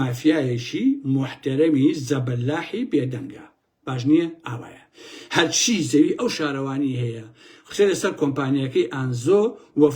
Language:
Central Kurdish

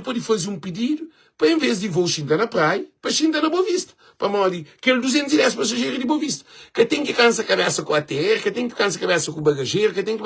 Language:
Kabuverdianu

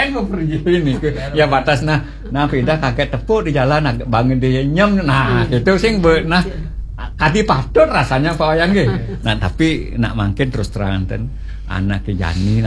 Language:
Balinese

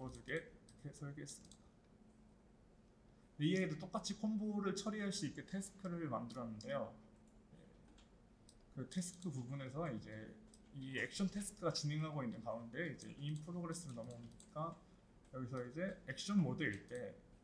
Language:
Korean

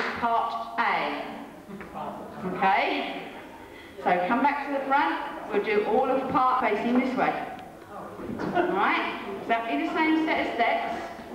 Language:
English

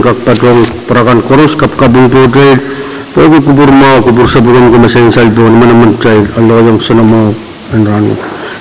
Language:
Pohnpeian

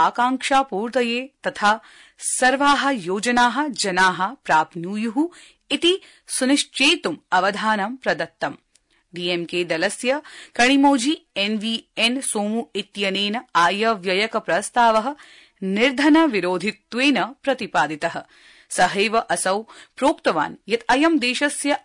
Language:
Sanskrit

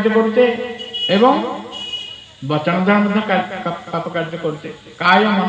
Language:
Odia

